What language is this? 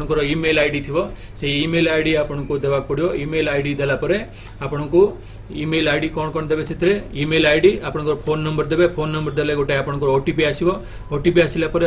Odia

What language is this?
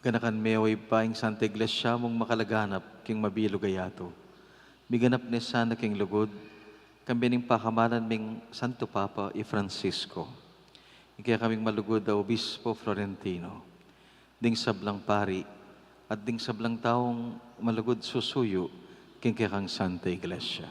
Pampanga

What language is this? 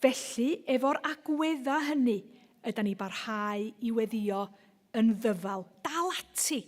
Welsh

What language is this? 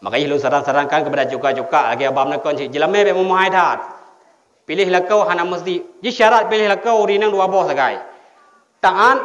Achinese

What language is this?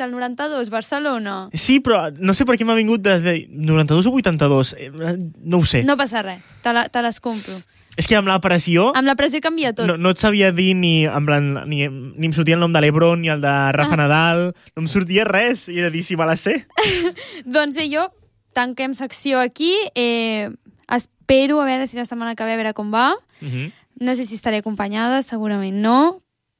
Catalan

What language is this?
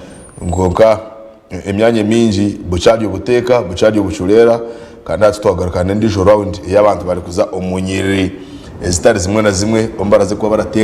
Nyankole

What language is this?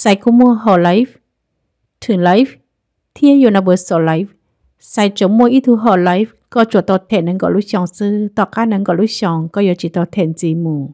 Hmong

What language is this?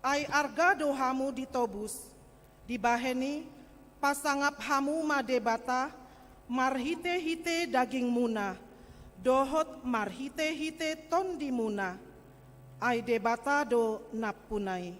Batak Toba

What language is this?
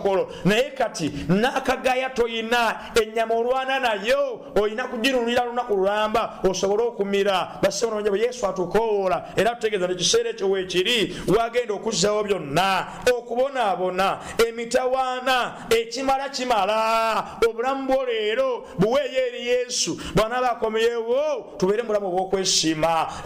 Ganda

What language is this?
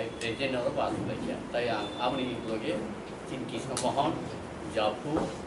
Kok Borok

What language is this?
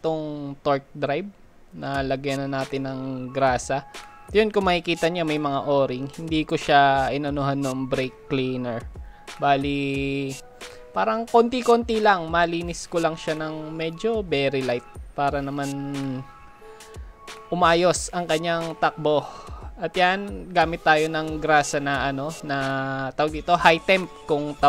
Filipino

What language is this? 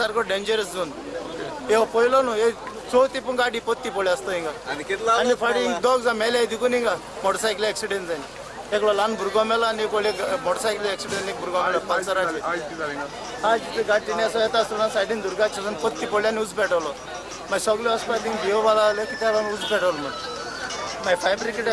Konkani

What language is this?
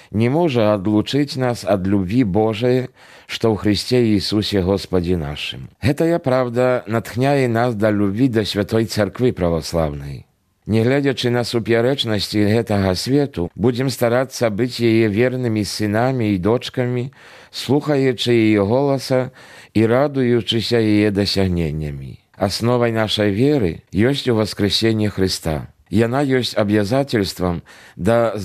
Belarusian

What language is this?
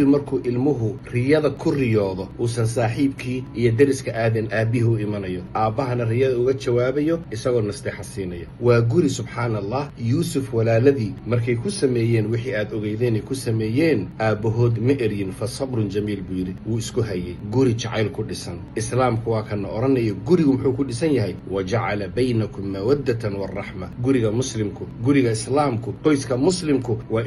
Somali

